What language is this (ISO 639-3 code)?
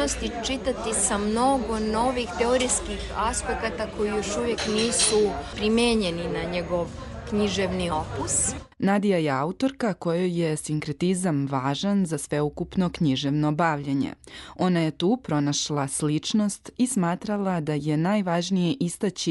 srp